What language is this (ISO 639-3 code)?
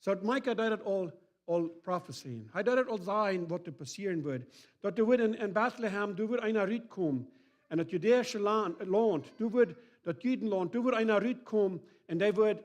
pdt